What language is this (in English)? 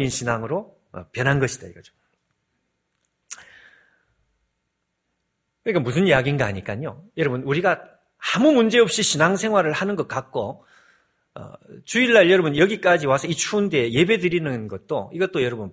Korean